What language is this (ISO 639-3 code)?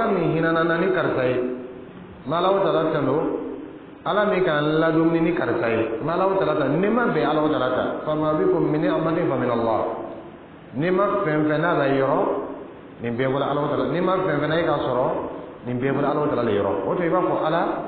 dyu